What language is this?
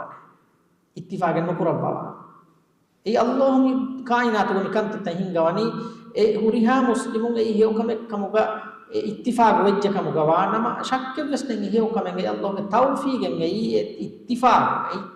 Divehi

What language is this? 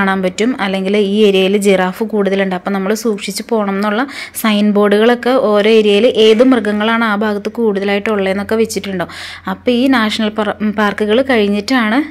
Malayalam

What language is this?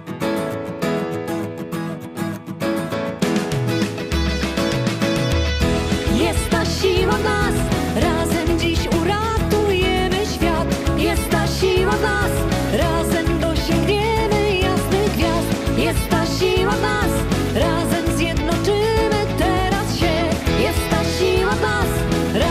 Polish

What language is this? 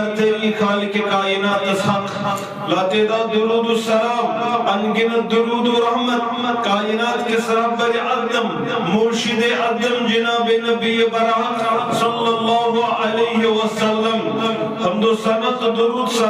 Kashmiri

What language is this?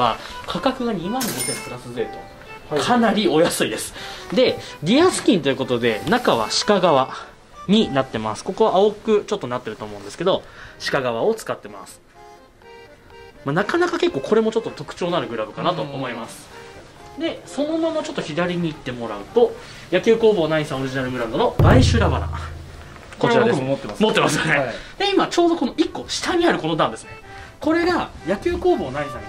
Japanese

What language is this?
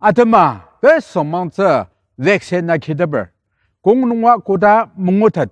Ao Naga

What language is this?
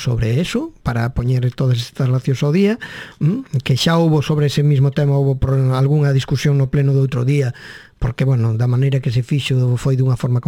Galician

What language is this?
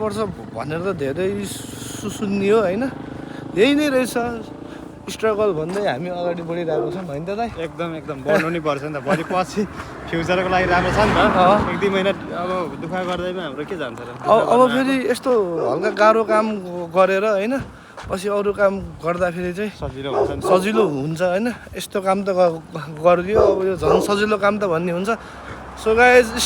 Nepali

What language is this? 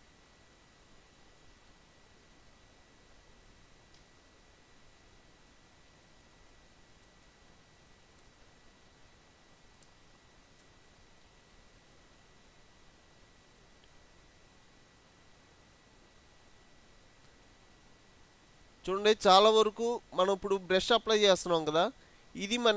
Telugu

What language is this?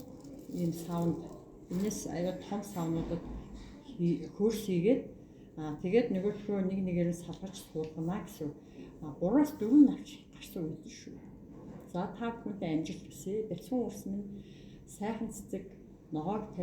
Mongolian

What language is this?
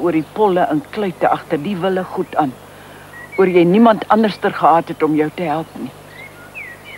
Afrikaans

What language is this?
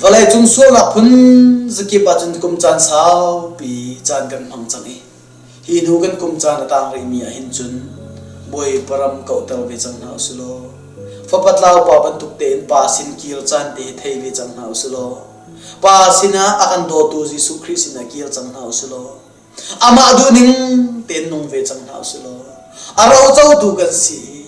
Hakha Chin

